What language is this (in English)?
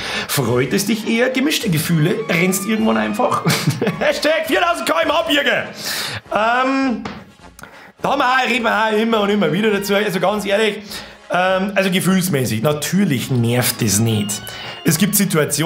Bavarian